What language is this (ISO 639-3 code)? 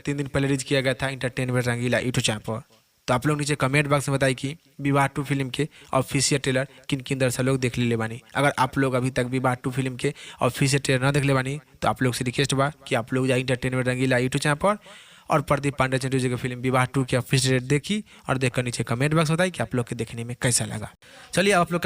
bho